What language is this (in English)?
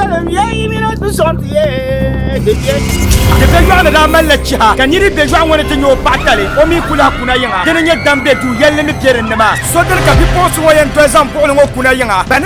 Dagbani